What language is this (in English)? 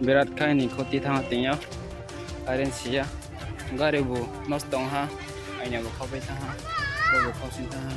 Riang (India)